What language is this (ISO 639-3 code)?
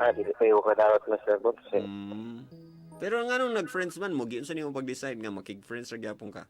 ceb